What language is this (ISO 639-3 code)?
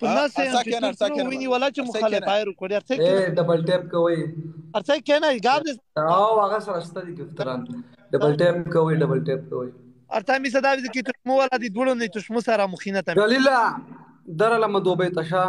pus